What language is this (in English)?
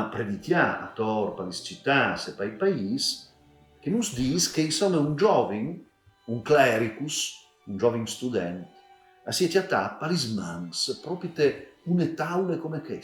Friulian